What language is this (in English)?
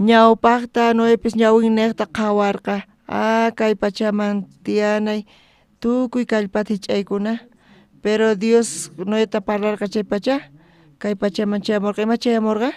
South Bolivian Quechua